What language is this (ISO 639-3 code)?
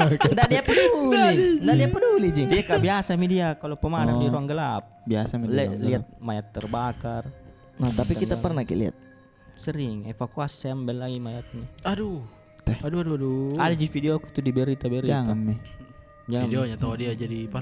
mfp